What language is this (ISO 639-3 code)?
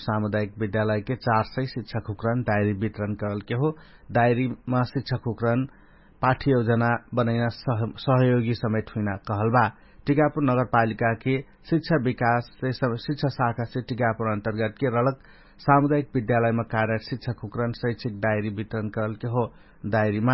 thl